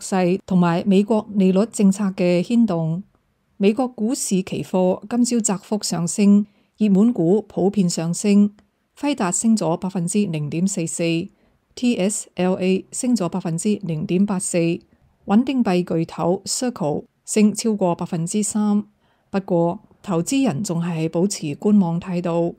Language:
Cantonese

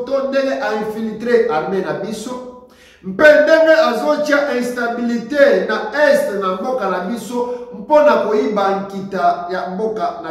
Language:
Lingala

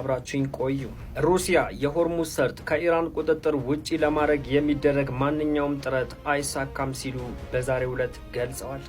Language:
Amharic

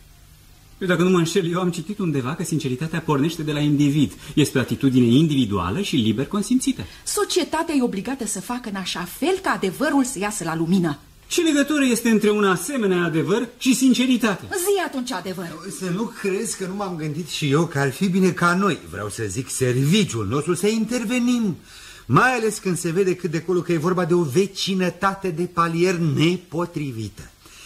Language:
Romanian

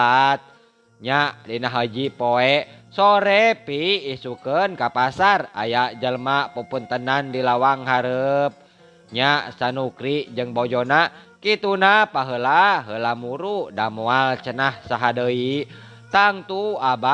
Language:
Sundanese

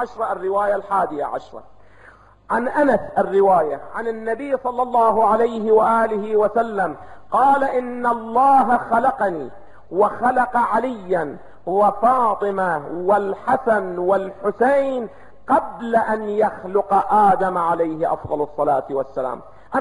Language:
Arabic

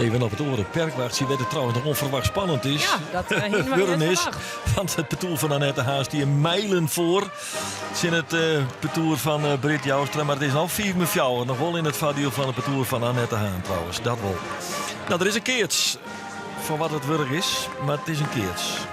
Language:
Western Frisian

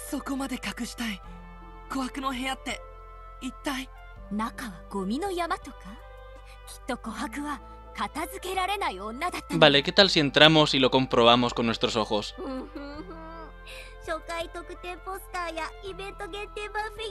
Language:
Spanish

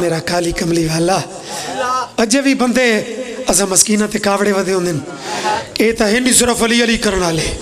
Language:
Pahari-Potwari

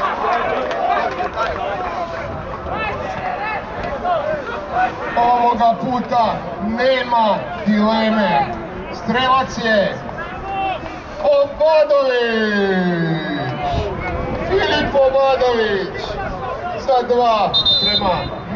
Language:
Serbian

